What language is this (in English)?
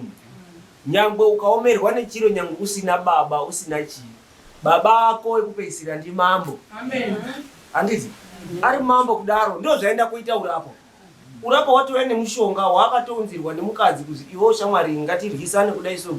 Shona